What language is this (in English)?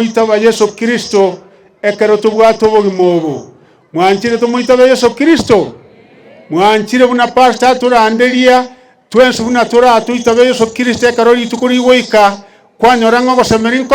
Gusii